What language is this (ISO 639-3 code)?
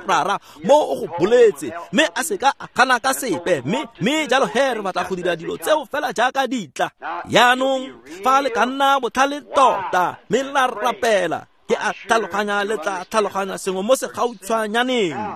tsn